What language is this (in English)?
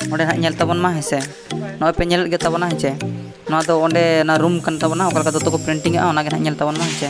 Santali